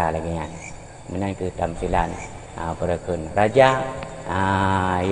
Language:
Achinese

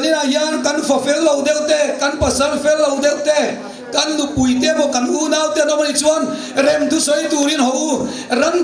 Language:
Mizo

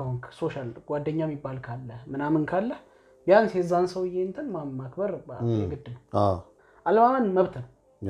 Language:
Amharic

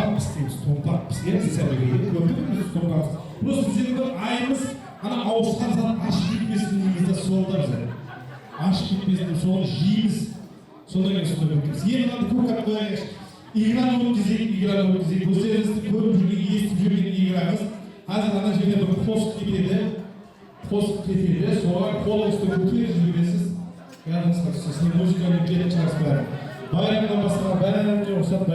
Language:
Kara-Kalpak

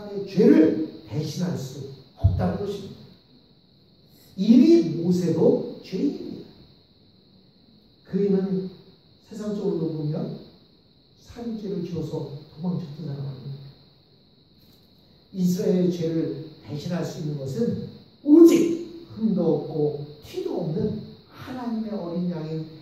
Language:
Korean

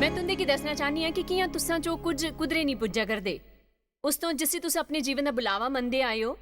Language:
Dogri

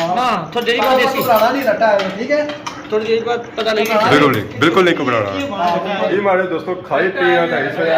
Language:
Pahari-Potwari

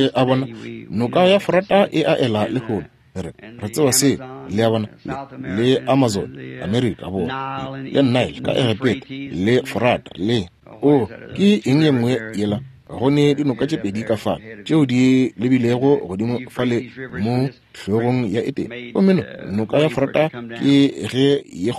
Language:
Northern Sotho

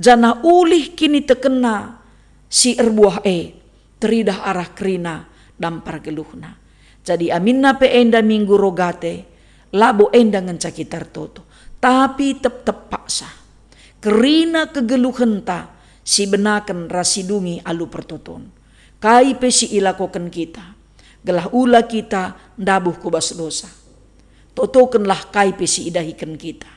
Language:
Batak Karo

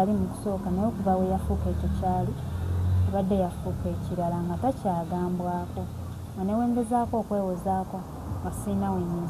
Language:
Ganda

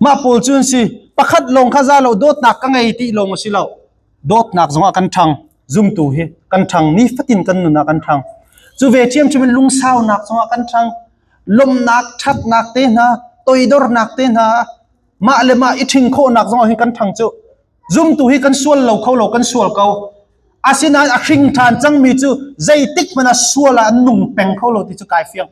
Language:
Hakha Chin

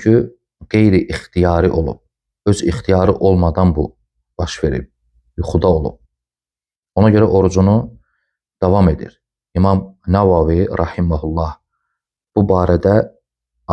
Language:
Azerbaijani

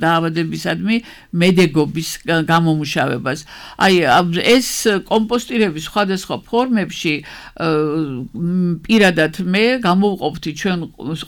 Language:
Georgian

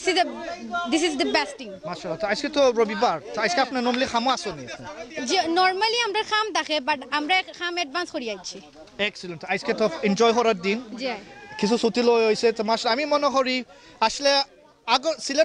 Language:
Sylheti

